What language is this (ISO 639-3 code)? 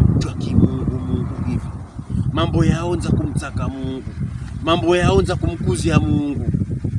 pkb